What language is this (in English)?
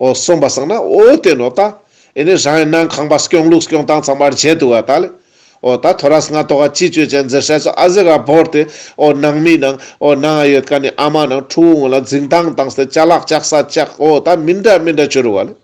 Ladakhi